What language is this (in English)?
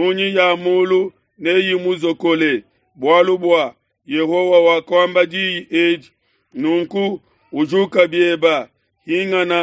Luba-Lulua